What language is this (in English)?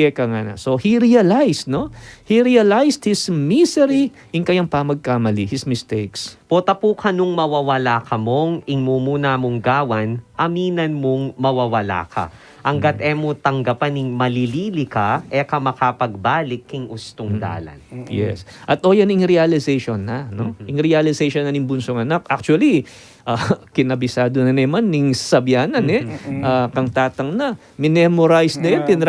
Pampanga